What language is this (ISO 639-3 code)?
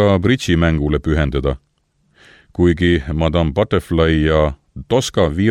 est